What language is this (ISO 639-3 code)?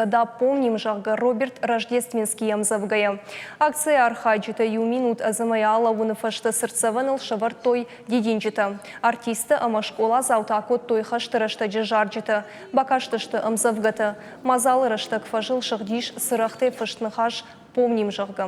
oss